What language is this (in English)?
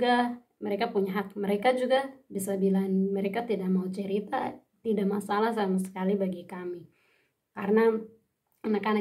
Indonesian